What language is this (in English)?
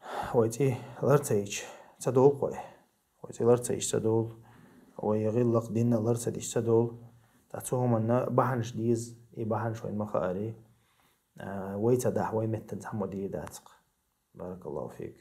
Chechen